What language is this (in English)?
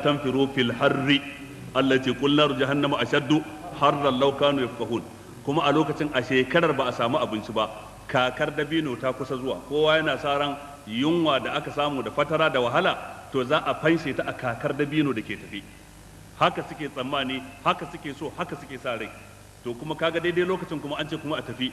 Hausa